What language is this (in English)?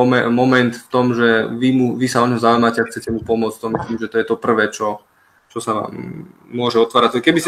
Slovak